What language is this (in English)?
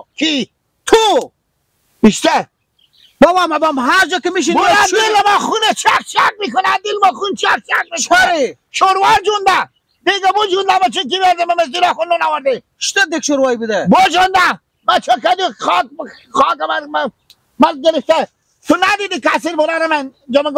Persian